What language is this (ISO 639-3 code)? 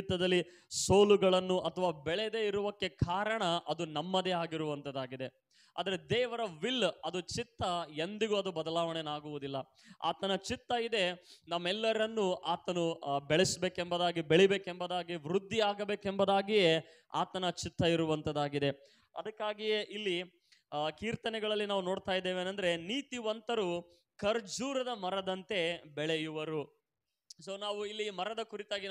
kan